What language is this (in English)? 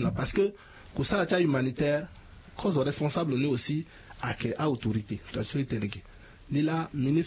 Sango